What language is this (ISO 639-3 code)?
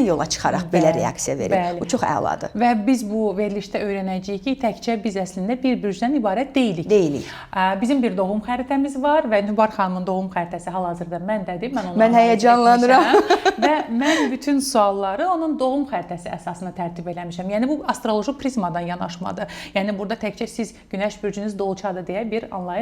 aze